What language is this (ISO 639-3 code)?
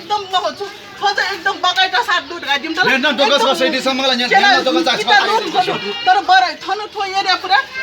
new